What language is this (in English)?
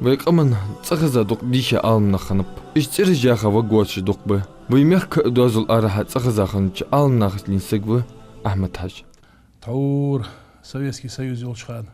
Ingush